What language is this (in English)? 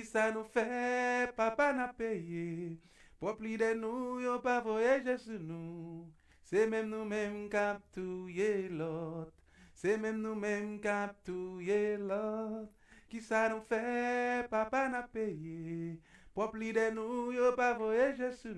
Haitian Creole